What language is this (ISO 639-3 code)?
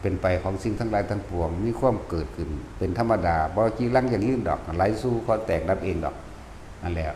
lao